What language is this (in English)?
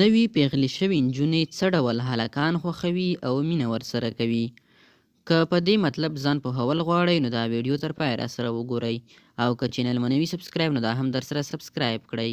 Pashto